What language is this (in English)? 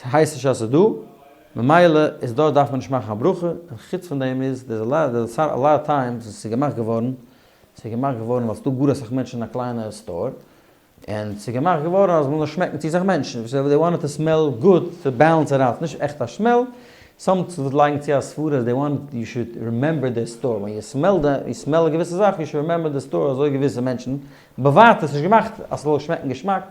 Yiddish